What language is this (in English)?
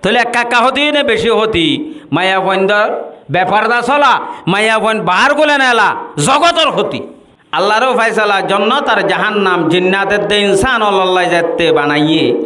Rohingya